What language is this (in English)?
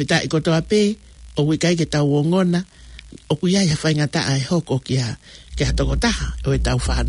Tongan